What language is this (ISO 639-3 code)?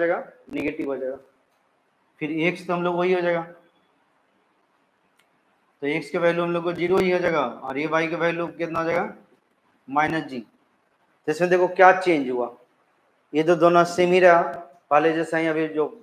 hin